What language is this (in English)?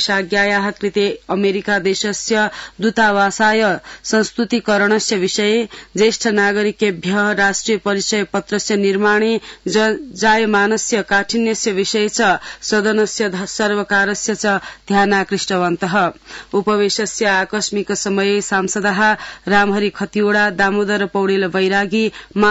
Sanskrit